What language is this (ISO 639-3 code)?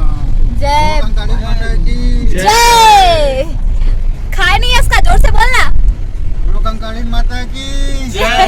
hne